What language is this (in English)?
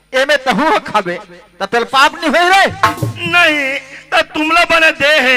Chhattisgarhi